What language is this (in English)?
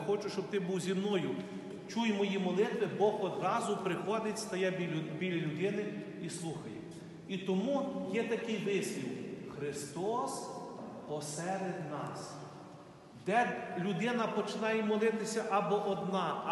Ukrainian